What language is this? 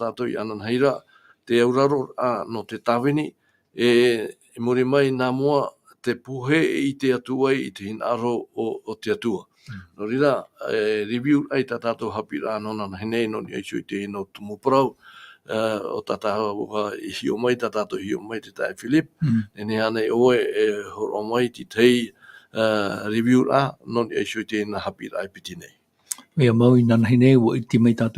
Tahitian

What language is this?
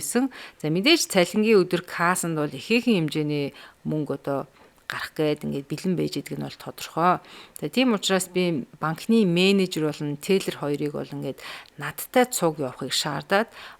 Mongolian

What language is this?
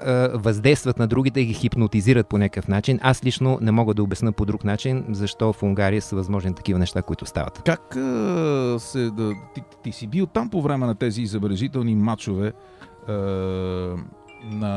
Bulgarian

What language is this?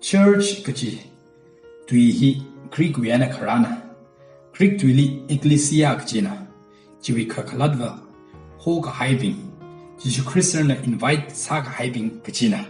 Tangkhul Naga (India)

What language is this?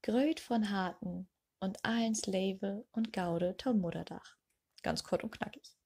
Low German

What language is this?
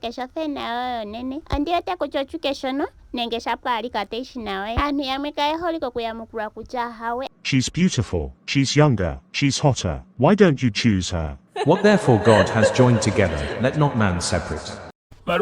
Ndonga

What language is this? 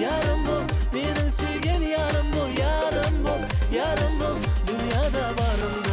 Kara-Kalpak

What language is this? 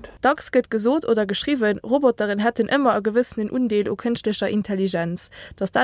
Luxembourgish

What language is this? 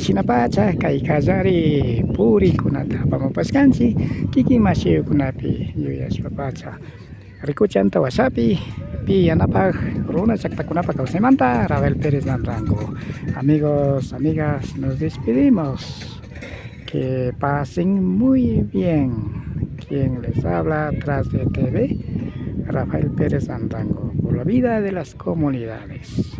Imbabura Highland Quichua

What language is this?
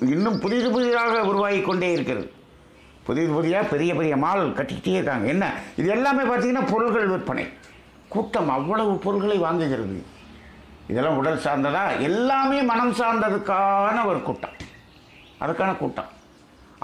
Tamil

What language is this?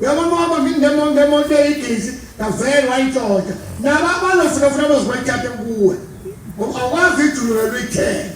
Zulu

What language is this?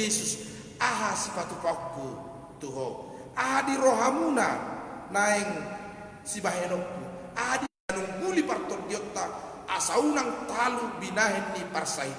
Batak Toba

